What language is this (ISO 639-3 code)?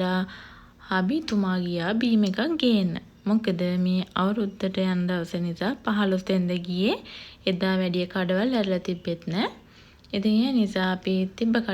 sin